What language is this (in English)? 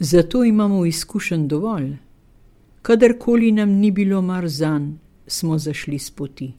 Slovenian